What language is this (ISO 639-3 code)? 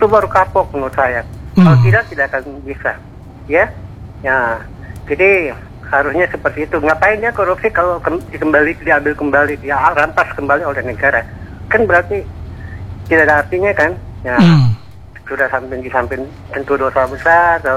ind